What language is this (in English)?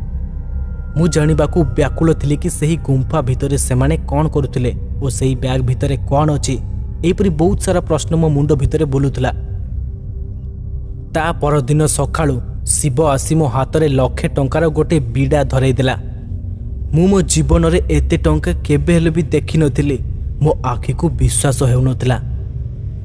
Odia